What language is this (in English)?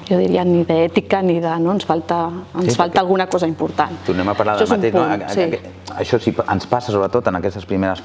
Catalan